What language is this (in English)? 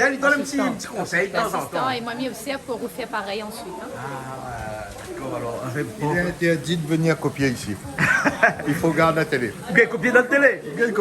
Réunion Creole French